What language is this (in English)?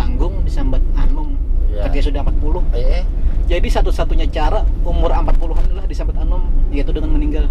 Banjar